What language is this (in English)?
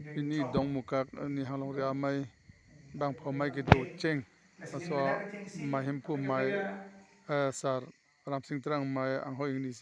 Karbi